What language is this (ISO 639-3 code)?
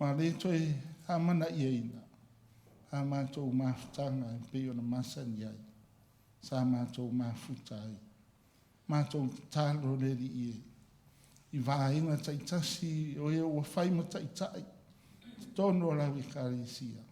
smo